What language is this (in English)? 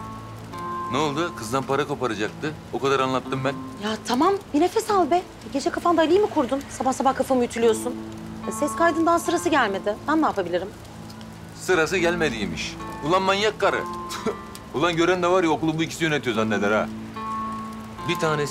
Turkish